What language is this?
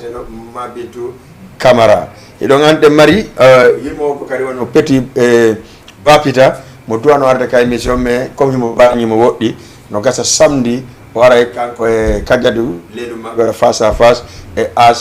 Fula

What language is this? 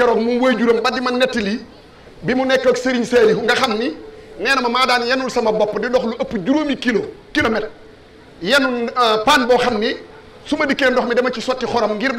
Wolof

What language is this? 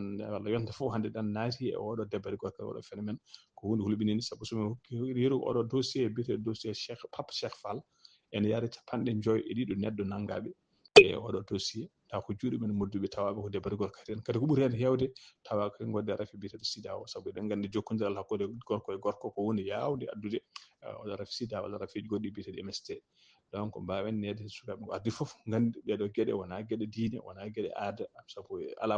Fula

